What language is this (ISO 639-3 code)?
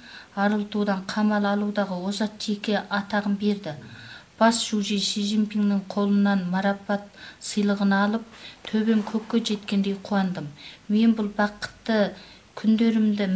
kaz